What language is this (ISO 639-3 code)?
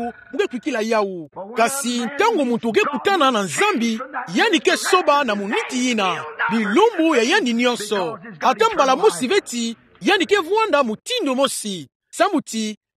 ktu